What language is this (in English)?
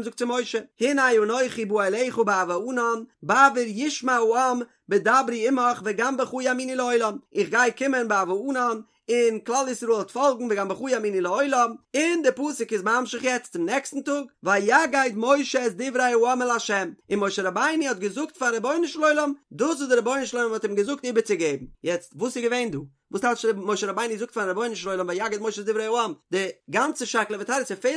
Yiddish